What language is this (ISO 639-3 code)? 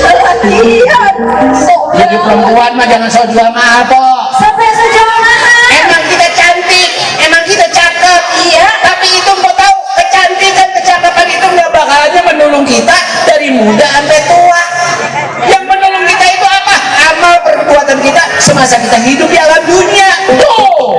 bew